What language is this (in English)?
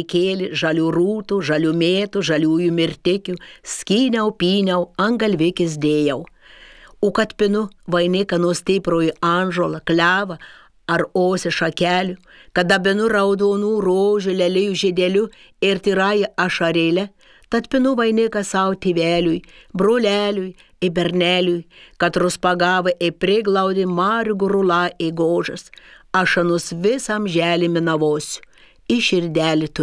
Lithuanian